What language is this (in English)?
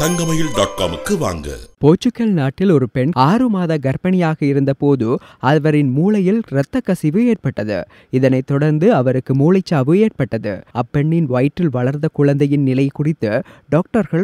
Tamil